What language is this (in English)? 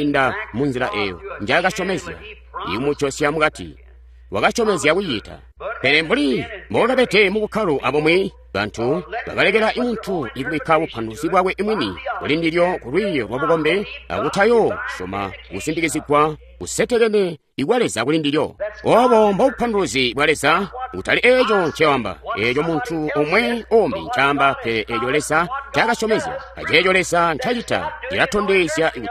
Tonga (Zambia)